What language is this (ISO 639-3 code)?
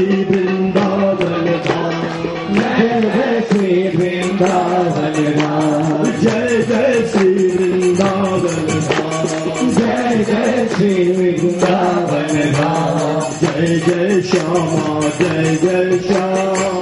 hin